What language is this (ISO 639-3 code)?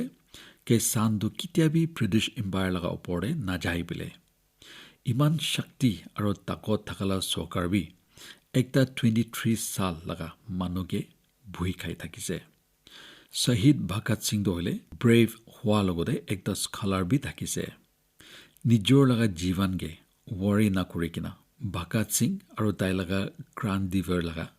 nag